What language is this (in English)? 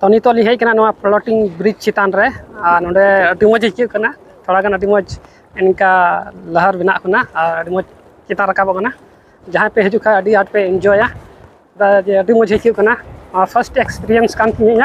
Santali